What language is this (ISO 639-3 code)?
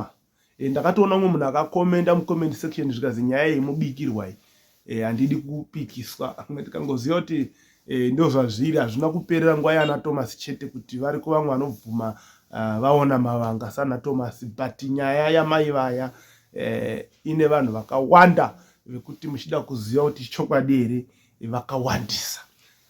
sna